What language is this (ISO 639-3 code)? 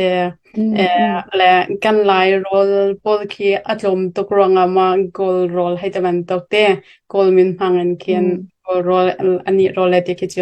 cnh